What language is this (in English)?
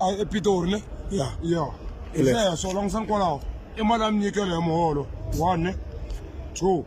Tsonga